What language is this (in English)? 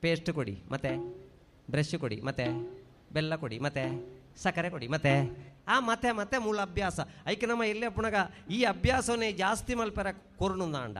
Tulu